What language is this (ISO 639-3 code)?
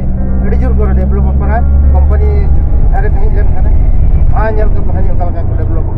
sat